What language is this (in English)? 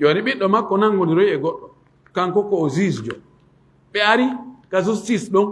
Fula